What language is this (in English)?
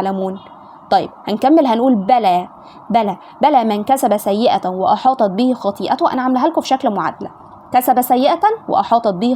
Egyptian Arabic